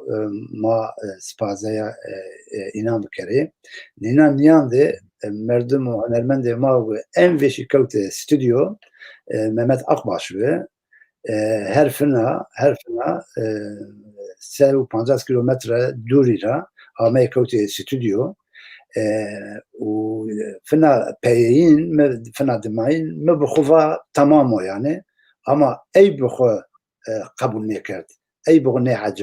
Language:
Zaza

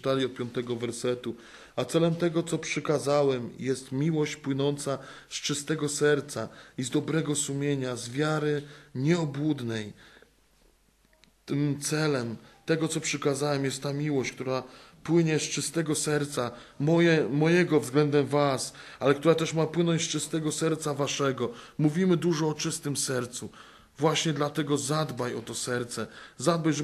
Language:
Polish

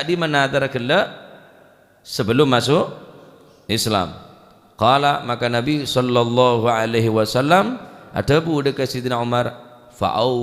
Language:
Madurese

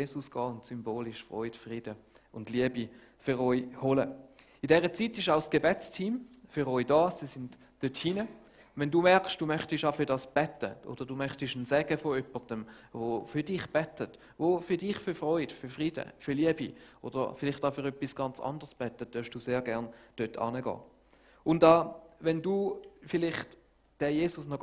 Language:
Swiss German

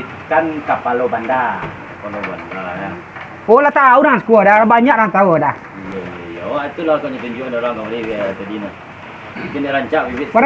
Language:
Minangkabau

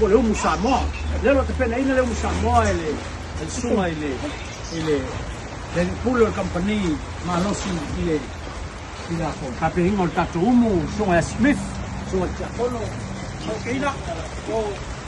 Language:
Samoan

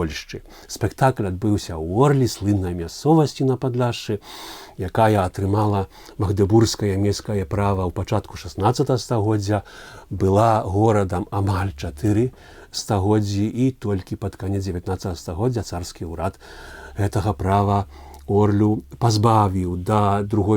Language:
Belarusian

